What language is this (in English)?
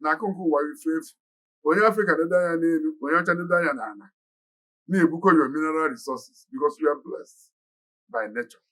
Igbo